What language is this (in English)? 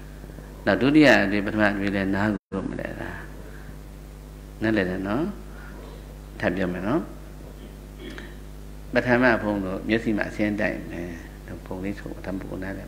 Burmese